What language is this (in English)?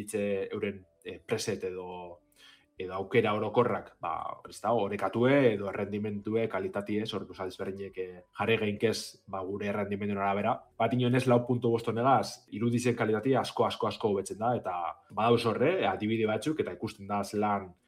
Basque